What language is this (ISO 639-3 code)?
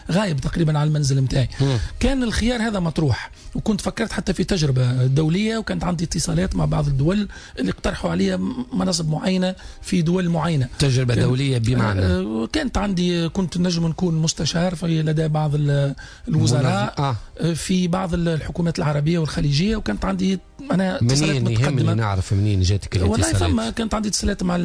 aeb